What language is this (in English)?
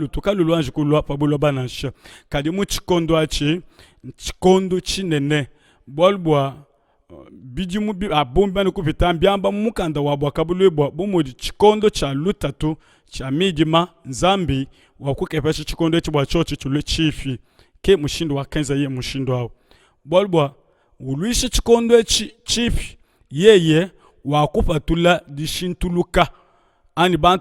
Luba-Lulua